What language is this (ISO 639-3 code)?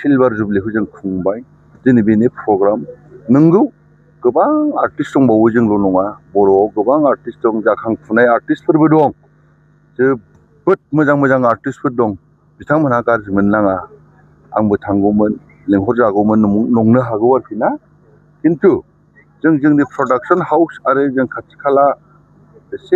brx